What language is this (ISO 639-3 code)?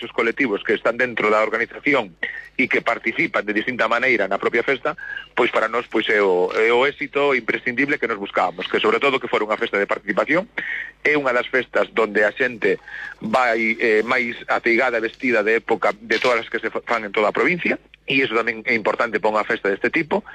glg